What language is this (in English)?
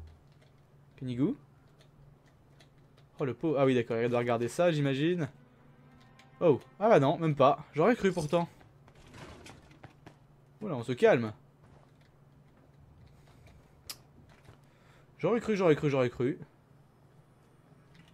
French